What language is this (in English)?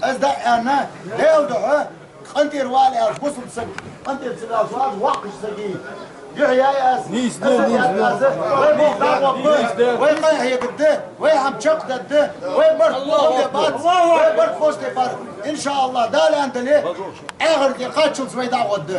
Ingush